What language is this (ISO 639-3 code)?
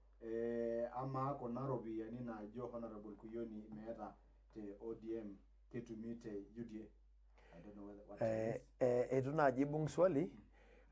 mas